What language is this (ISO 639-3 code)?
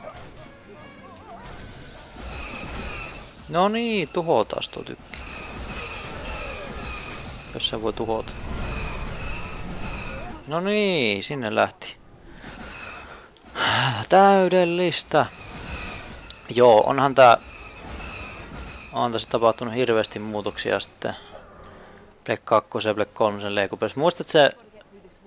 fin